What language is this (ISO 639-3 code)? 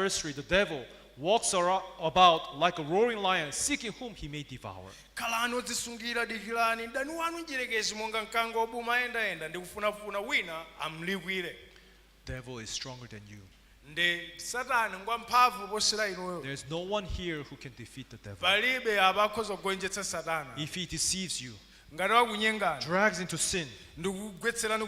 nya